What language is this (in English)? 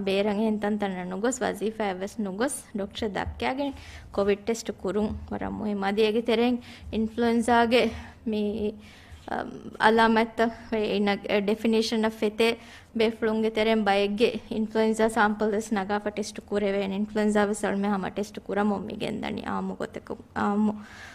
Divehi